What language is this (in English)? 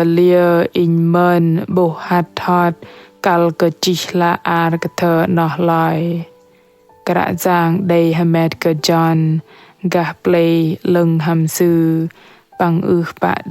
Bahnar